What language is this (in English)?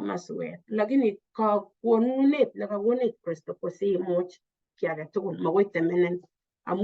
Kalenjin